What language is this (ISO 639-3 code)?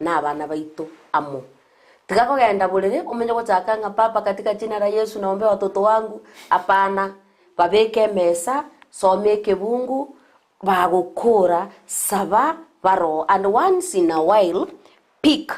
guz